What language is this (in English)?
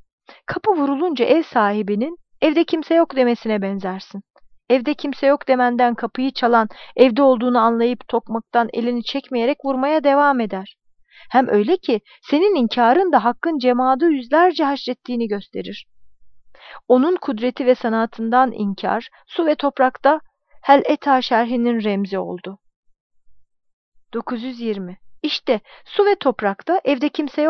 Turkish